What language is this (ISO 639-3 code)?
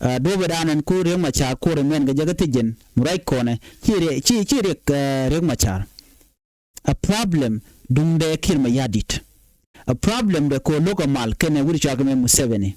nus